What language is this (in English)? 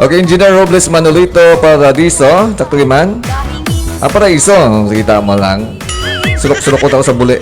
Hiligaynon